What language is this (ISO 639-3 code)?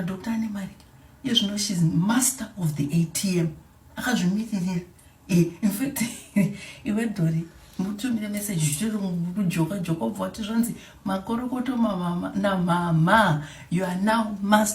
sna